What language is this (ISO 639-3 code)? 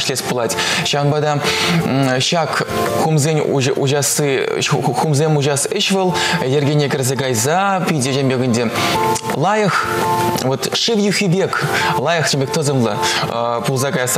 chv